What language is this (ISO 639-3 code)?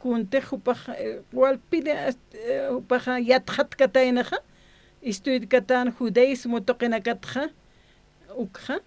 aym